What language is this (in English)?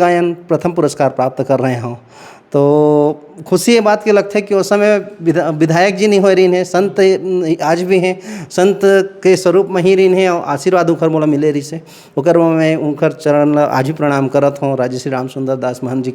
Chhattisgarhi